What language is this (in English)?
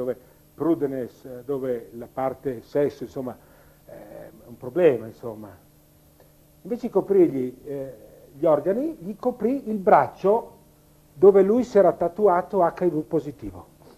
Italian